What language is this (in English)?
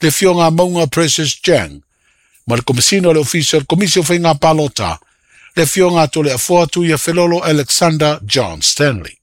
Samoan